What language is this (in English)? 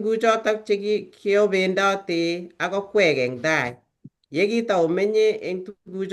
Kalenjin